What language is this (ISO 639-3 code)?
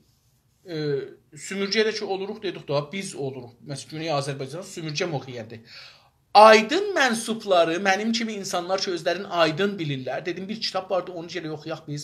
azb